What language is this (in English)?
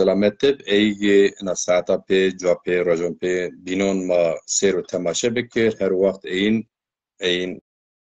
Zaza